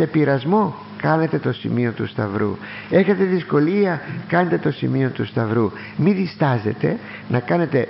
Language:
Greek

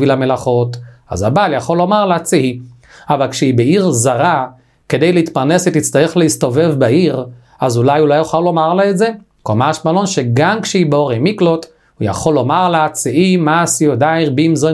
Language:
Hebrew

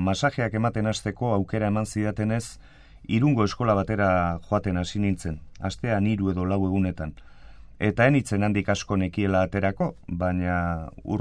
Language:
Basque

